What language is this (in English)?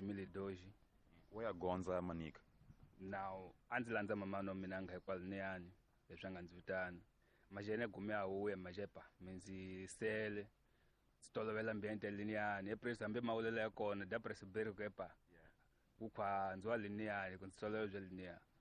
Tsonga